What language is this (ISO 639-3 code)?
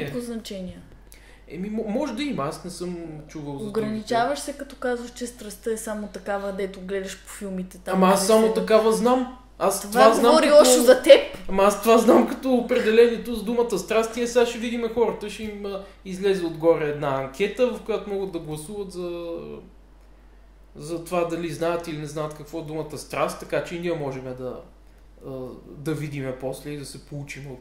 bul